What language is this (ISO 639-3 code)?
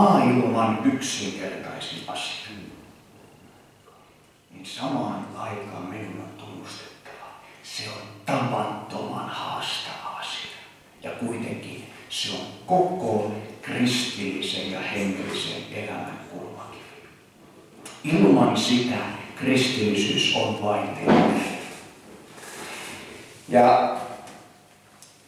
fin